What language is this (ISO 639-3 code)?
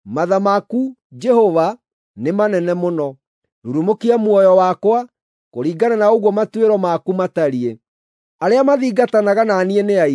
kik